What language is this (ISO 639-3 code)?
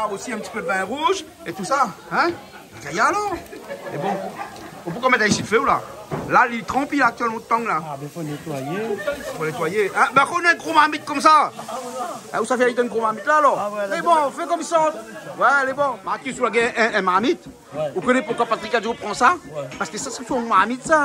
rcf